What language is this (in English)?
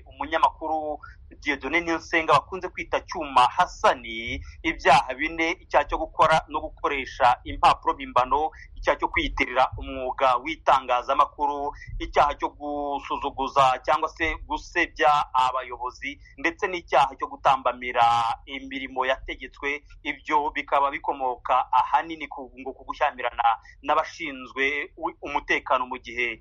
Kinyarwanda